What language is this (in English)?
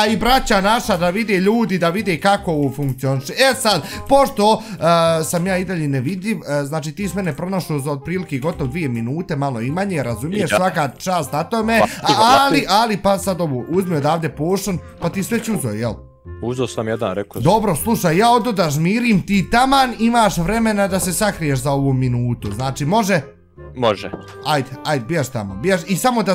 Bosnian